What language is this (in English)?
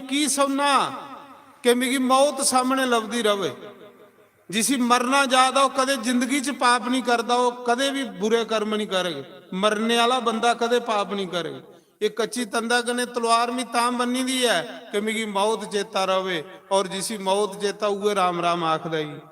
Dogri